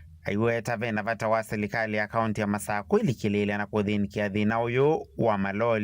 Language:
Kamba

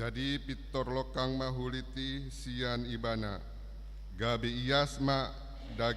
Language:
Batak Toba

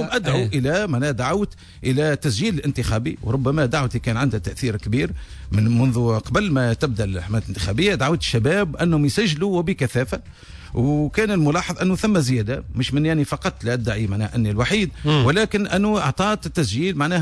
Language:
Tunisian Arabic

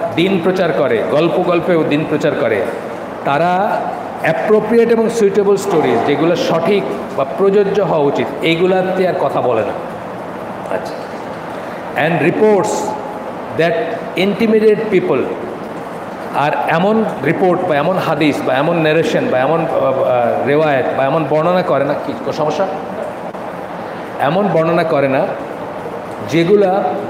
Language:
Bangla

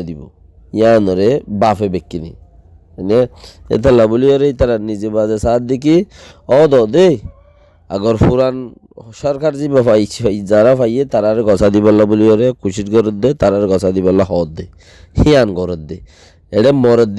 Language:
Rohingya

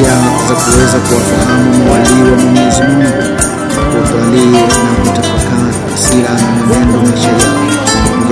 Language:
Swahili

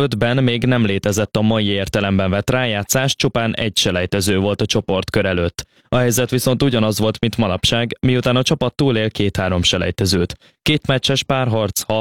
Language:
Hungarian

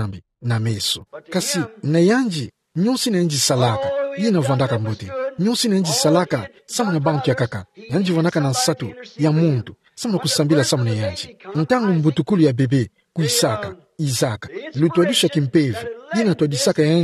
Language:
Kituba (Democratic Republic of Congo)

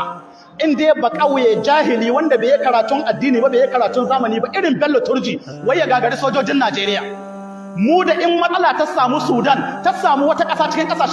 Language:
Hausa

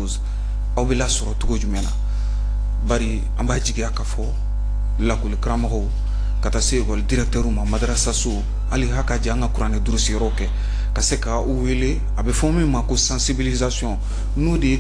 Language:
Bambara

